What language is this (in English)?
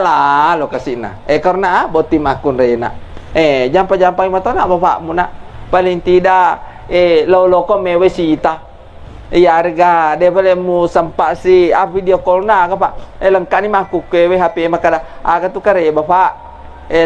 Buginese